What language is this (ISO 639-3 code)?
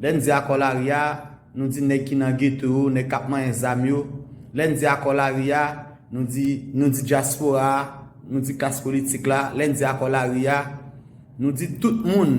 hat